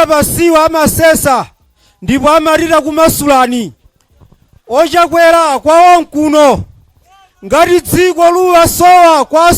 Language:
Nyanja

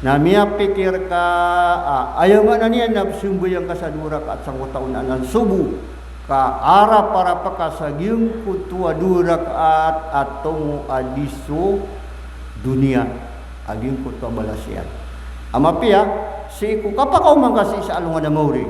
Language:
Maranao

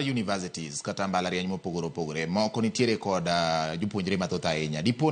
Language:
Luo (Kenya and Tanzania)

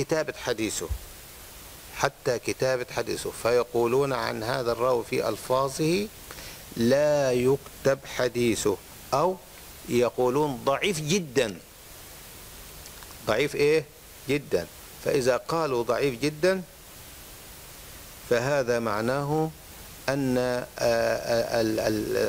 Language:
Arabic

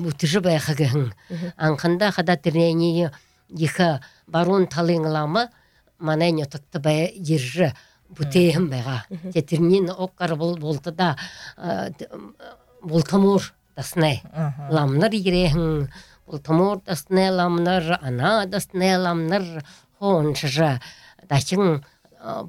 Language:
Buriat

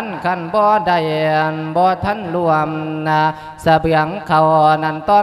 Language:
Lao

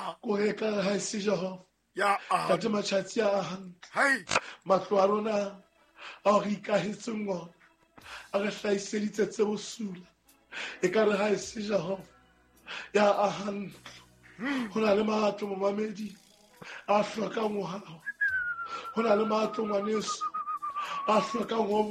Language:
Southern Sotho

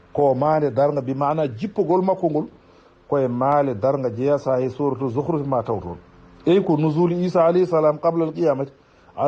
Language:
Fula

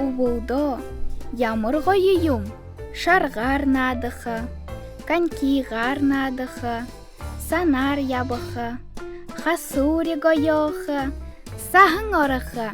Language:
Buriat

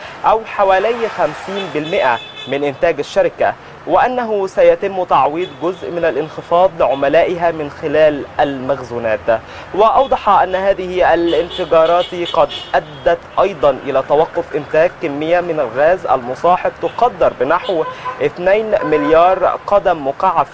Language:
Arabic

